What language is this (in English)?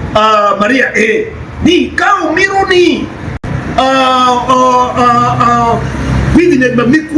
Acoli